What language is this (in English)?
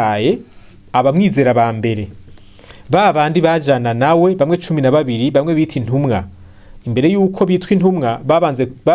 Rundi